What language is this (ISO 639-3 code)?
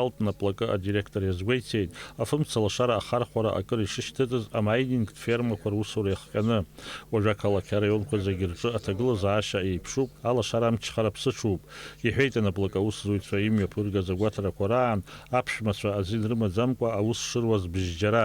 abk